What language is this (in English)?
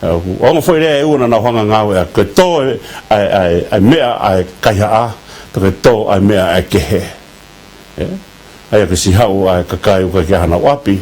Tongan